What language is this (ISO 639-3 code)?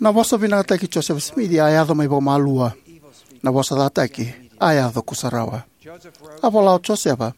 fij